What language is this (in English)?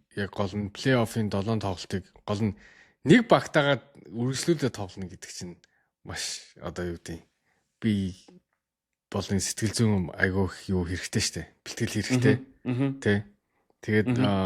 Mongolian